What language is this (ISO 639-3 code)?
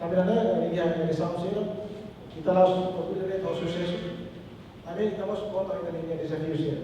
tet